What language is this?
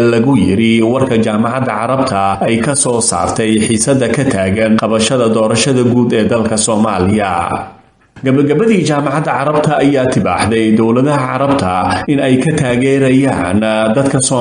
Somali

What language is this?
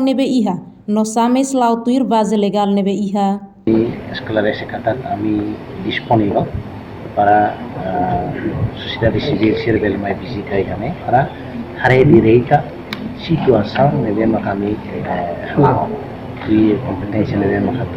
Tetum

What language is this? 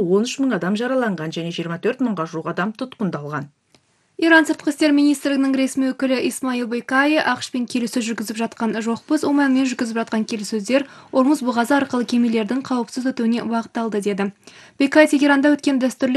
Kazakh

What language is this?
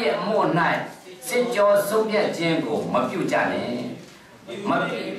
Burmese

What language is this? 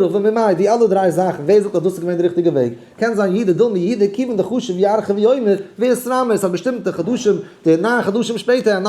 Yiddish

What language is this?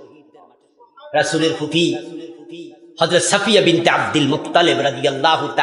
Bangla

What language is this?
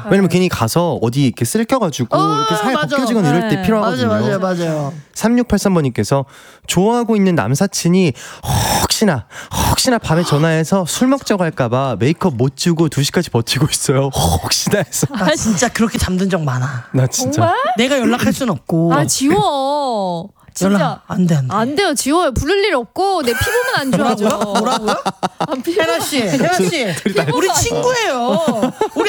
Korean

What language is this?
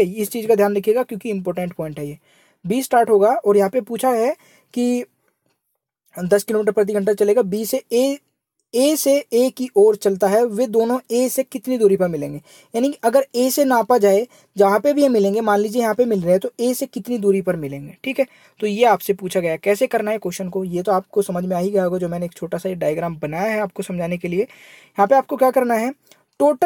Hindi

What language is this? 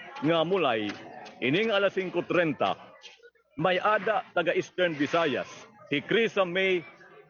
Waray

